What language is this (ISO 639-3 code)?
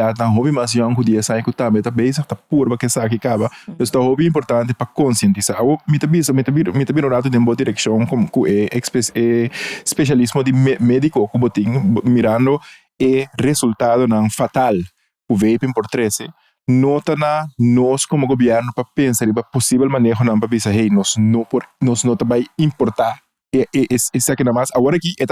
pap